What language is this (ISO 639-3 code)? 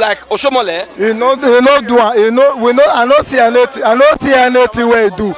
pcm